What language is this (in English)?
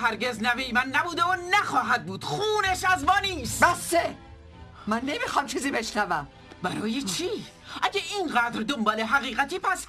Persian